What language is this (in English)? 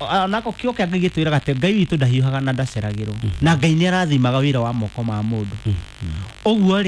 Kikuyu